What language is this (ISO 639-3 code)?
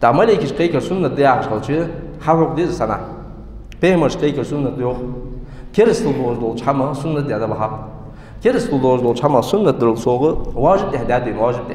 inh